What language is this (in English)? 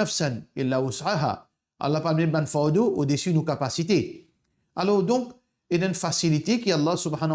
Morisyen